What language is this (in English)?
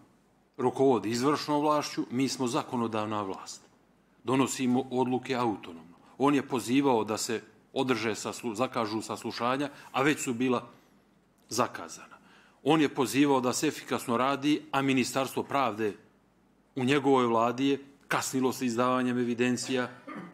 Bosnian